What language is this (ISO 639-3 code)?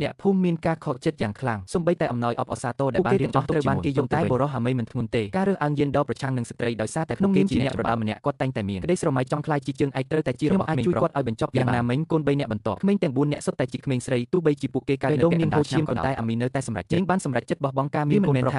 khm